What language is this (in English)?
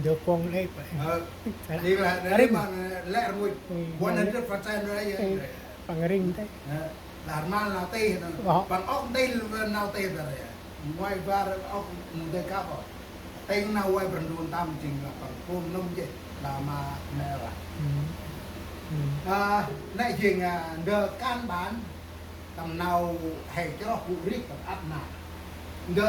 Central Mnong